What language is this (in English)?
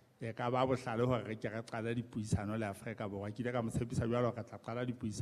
Southern Sotho